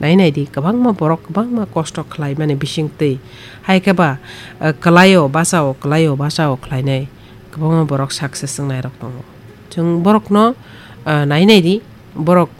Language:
Kok Borok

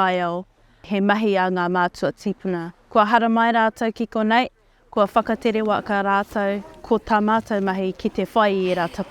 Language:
Māori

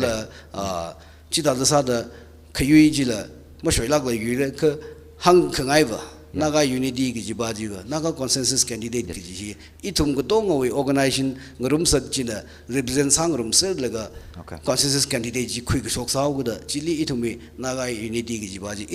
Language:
Tangkhul Naga (India)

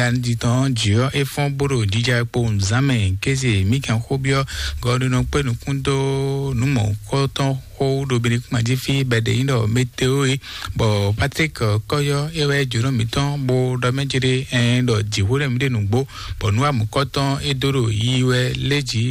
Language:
Fon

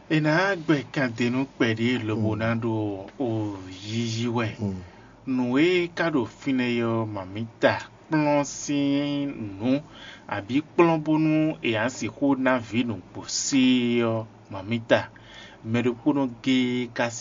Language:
Fon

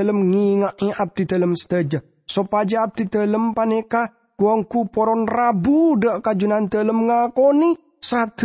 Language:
Madurese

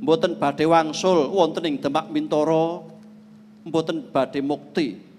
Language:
Javanese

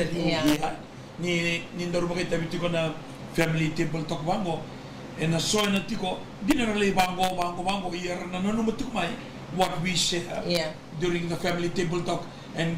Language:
Fijian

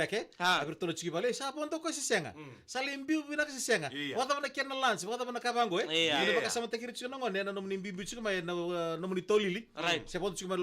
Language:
Fijian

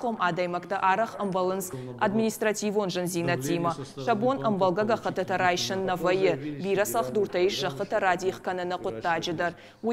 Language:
Ossetic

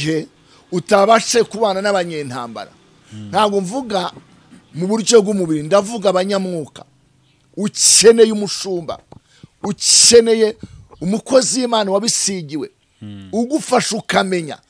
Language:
Kinyarwanda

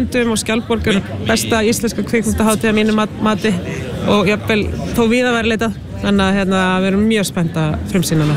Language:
Icelandic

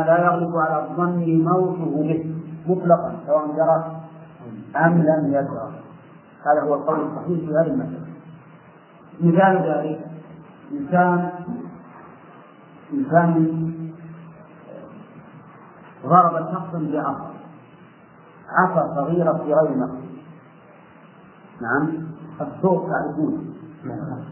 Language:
Arabic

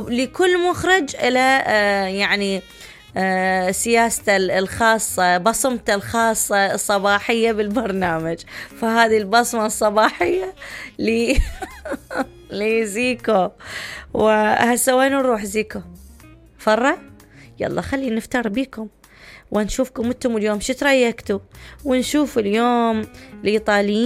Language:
Mesopotamian Arabic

